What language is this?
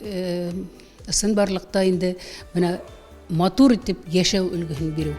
Bashkir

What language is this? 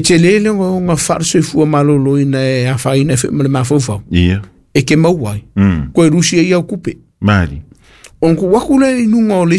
Samoan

